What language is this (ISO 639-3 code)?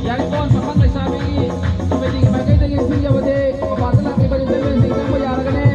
mni